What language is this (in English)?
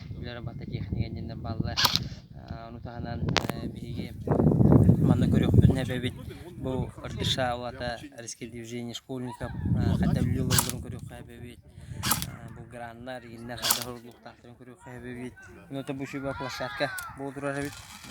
Yakut